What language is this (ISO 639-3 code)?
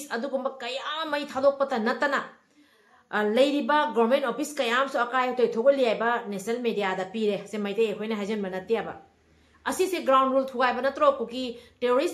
mni